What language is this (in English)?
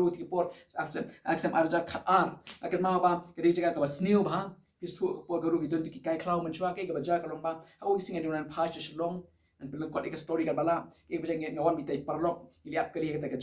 Khasi